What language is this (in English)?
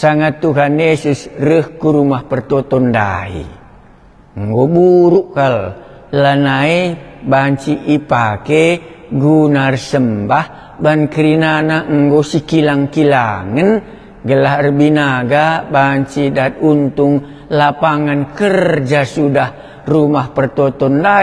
Batak Karo